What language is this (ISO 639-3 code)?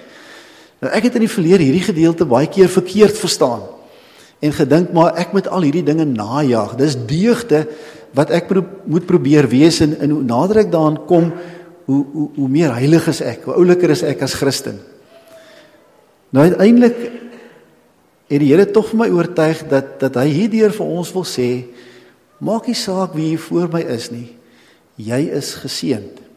afr